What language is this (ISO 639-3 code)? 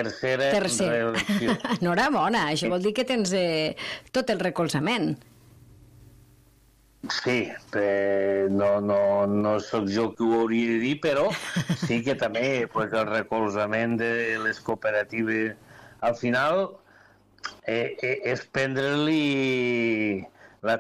cat